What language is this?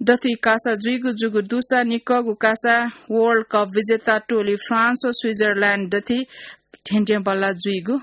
Newari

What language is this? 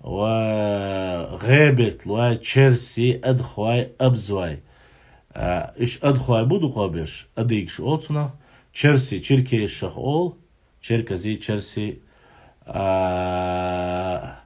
Chechen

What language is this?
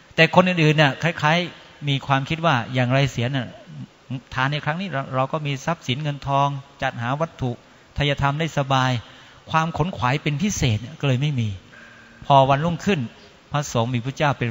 Thai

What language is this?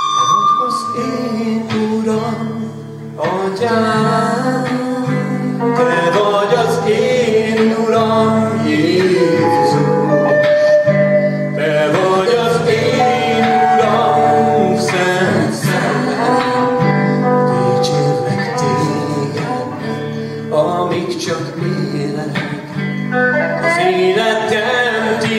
Hungarian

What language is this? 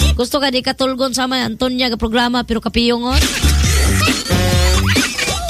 Cebuano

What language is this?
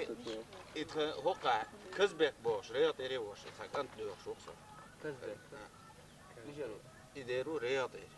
Chechen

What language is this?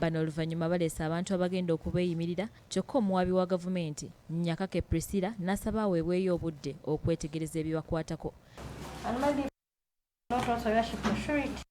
Ganda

